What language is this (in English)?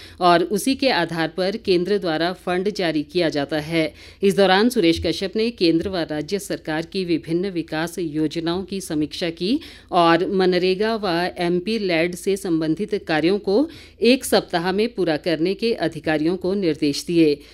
Hindi